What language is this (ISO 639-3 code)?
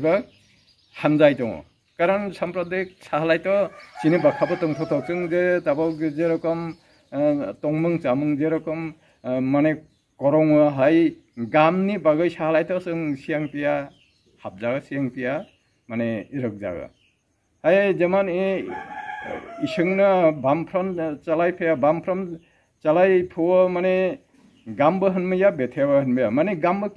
ria